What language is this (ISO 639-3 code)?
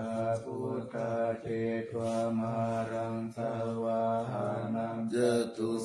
pli